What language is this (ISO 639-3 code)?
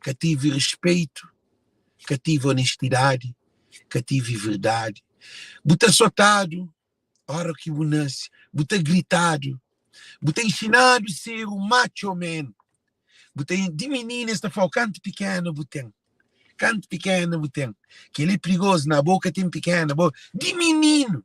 kea